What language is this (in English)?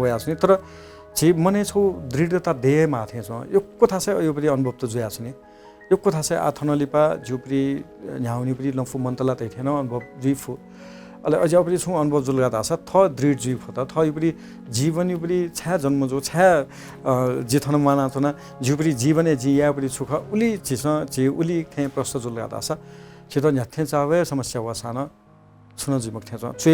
Newari